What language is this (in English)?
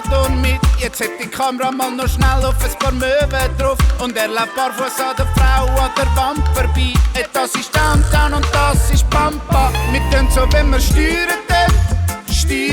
Swiss German